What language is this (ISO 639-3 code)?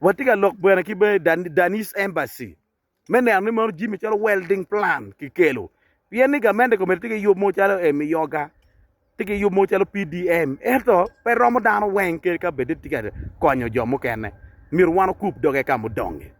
ach